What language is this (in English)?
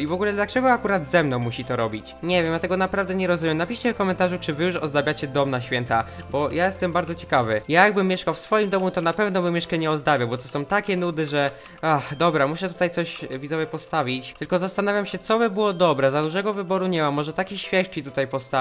Polish